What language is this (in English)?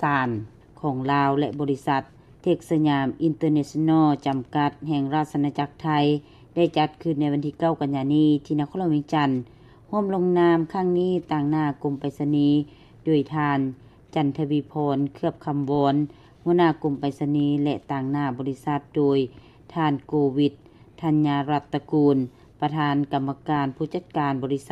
Lao